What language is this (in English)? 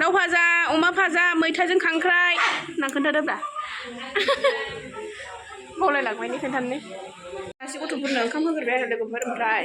Bodo